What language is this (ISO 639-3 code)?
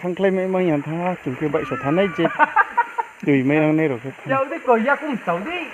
ria